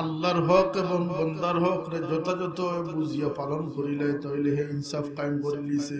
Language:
Sylheti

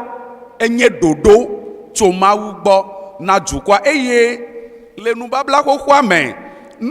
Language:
Ewe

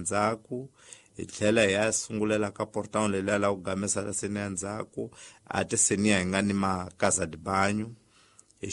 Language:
Tsonga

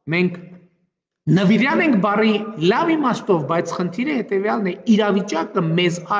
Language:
Armenian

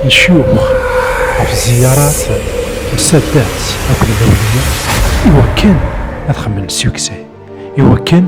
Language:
Kabyle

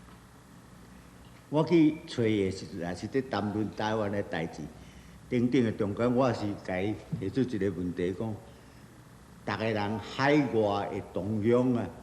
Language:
Min Nan Chinese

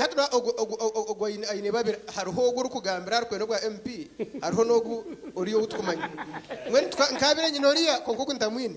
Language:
Nyankole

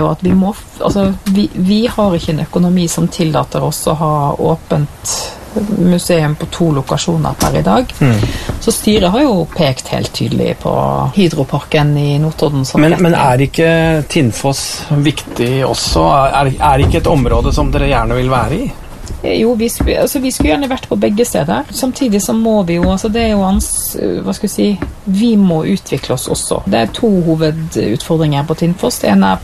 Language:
Norwegian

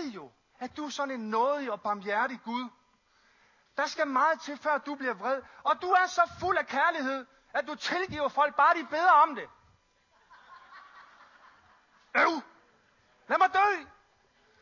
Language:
Danish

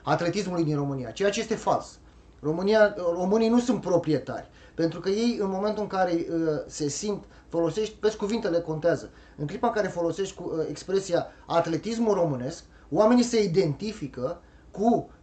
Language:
Romanian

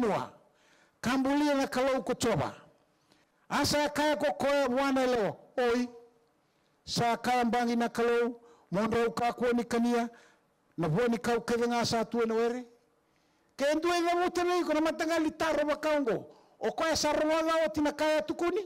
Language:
Fijian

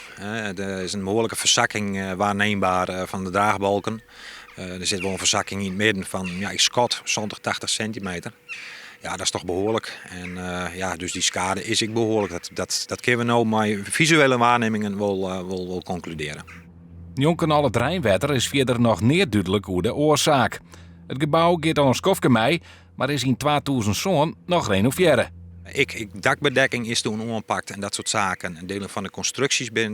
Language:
Western Frisian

